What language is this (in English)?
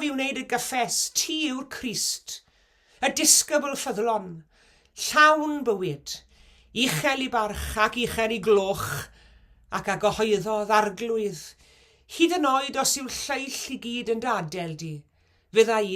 Welsh